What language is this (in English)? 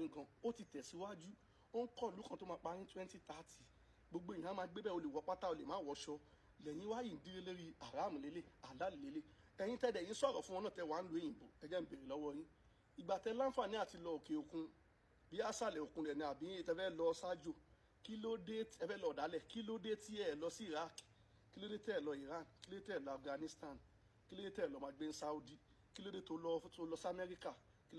Yoruba